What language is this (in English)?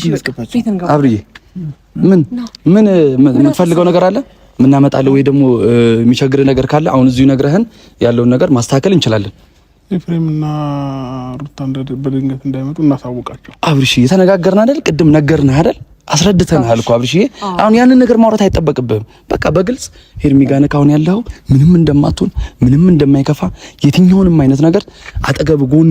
Amharic